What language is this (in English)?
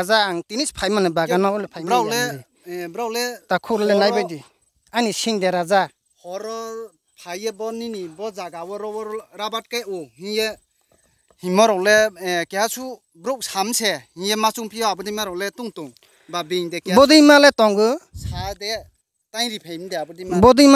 Riang (India)